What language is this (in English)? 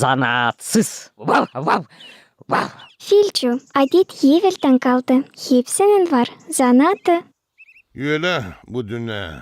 Gagauz